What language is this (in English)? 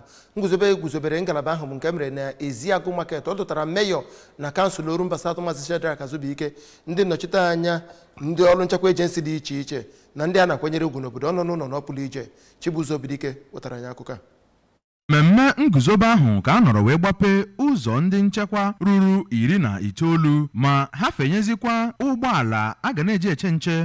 Igbo